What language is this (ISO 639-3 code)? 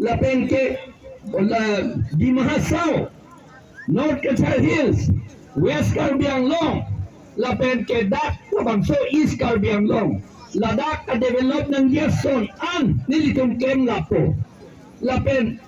mjw